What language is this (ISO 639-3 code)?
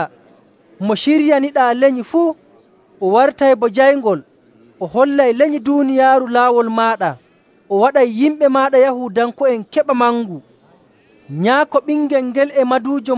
fuv